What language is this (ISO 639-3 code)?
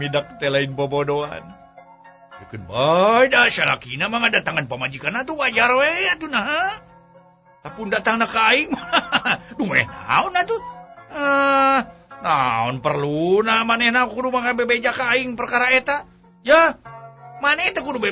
sun